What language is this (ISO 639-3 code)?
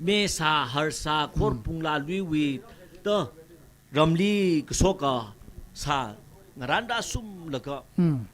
nmf